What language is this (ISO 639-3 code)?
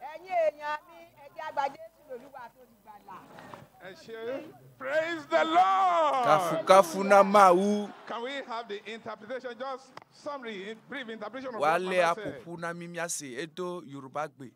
ewe